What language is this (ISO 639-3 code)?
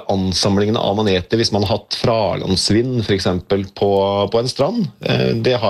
nor